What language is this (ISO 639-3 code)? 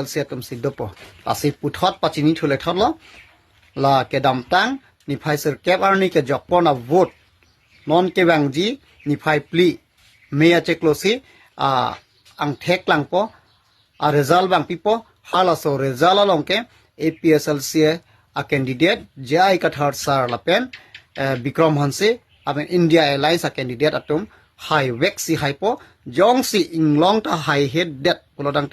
mjw